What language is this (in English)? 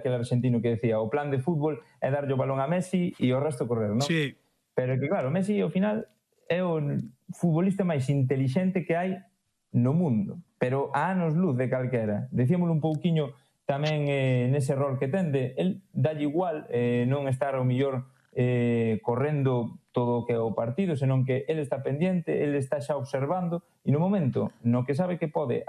Galician